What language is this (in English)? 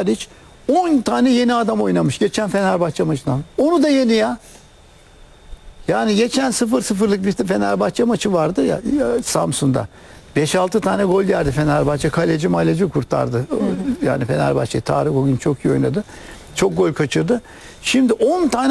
Turkish